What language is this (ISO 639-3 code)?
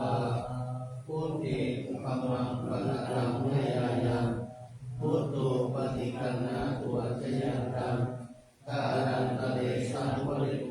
pli